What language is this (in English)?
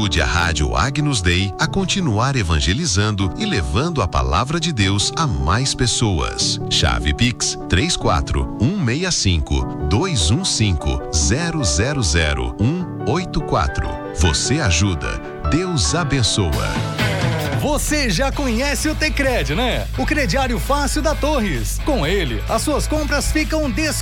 Portuguese